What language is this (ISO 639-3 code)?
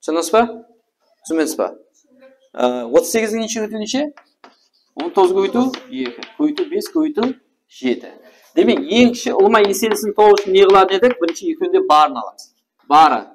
kaa